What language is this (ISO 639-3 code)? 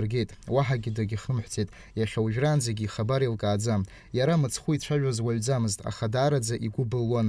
abk